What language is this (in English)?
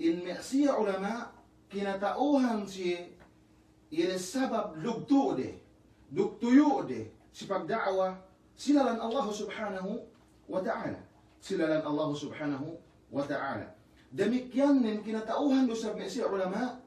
Yakan